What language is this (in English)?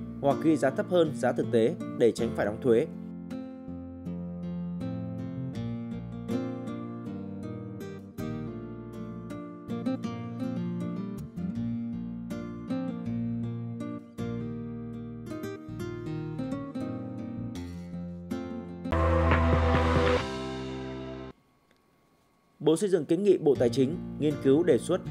Vietnamese